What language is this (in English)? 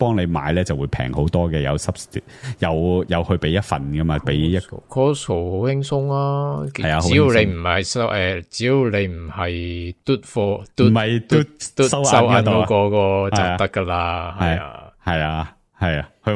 Cantonese